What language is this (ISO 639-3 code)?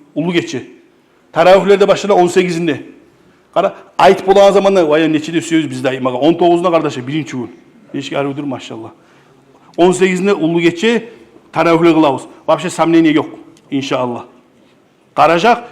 kum